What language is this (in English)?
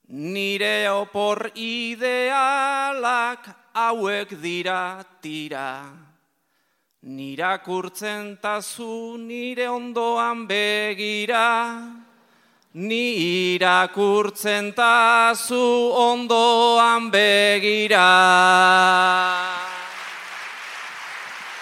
Basque